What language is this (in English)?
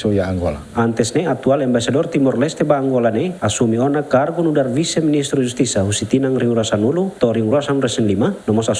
Tetum